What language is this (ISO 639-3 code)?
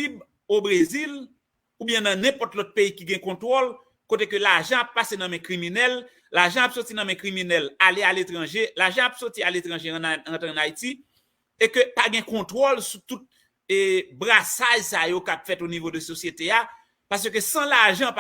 hat